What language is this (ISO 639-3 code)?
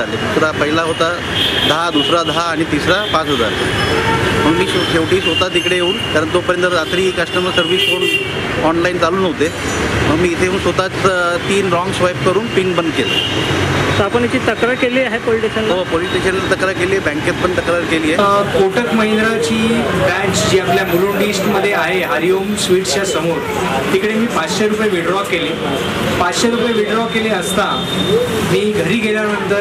mar